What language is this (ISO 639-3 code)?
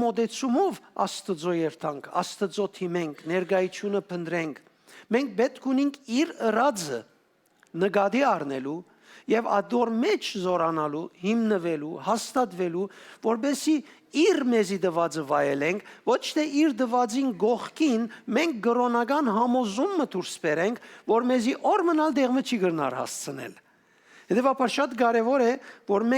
hyw